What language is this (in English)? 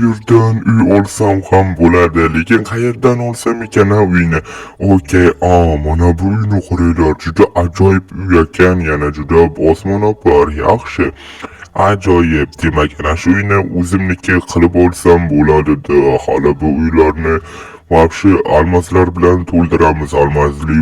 Uzbek